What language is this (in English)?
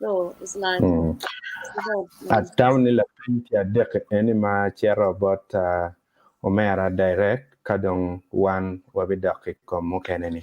Acoli